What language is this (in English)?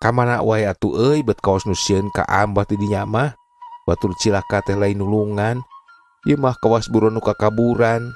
Sundanese